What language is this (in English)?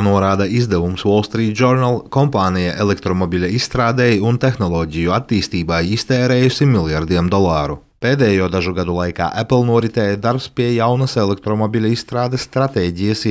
Latvian